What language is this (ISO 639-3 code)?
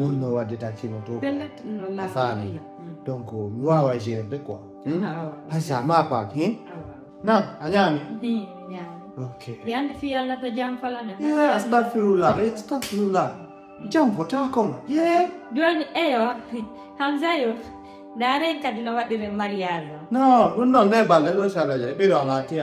ful